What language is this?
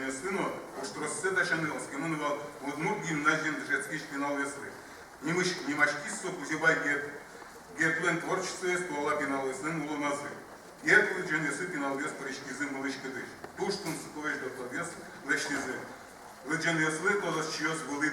Udmurt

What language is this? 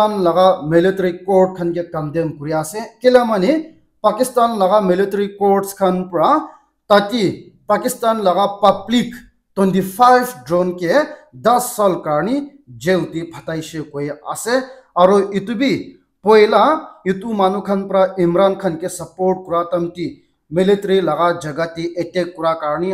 Naga Pidgin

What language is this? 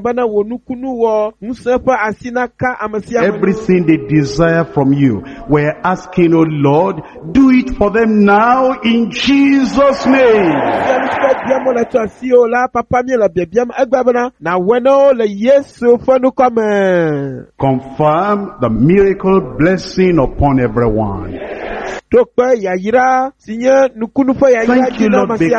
Ewe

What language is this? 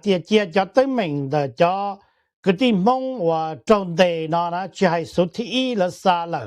Hmong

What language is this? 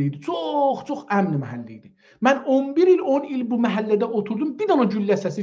South Azerbaijani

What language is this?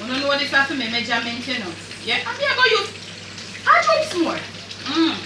Jamaican Creole English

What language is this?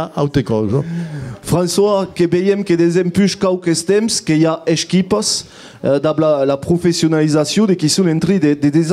Occitan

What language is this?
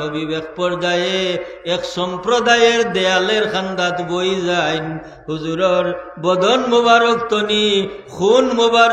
Sylheti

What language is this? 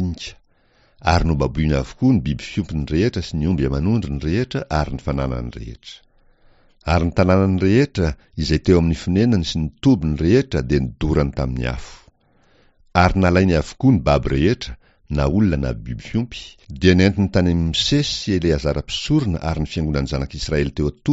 Malagasy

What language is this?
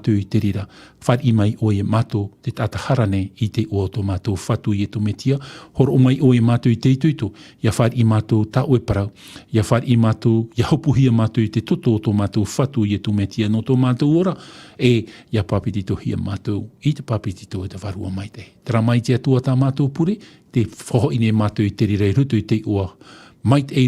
Tahitian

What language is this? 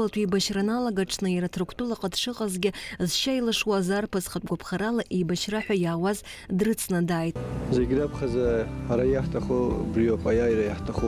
Abkhazian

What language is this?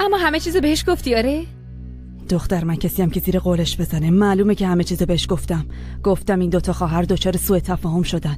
Persian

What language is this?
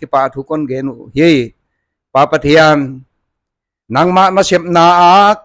Paite Chin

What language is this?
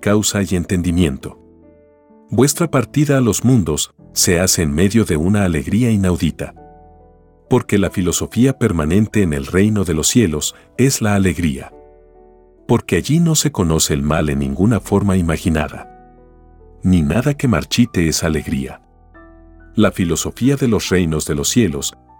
Spanish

